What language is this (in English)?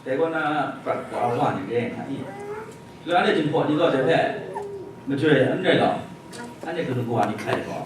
Kachin